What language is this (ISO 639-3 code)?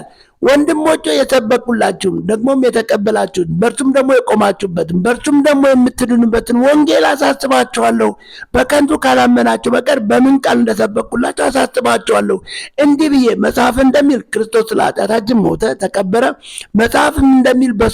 amh